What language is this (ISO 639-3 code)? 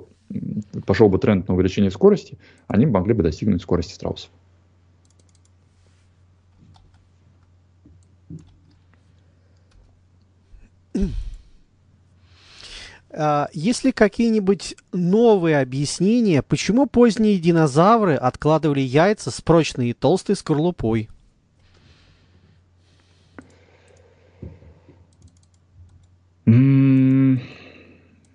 rus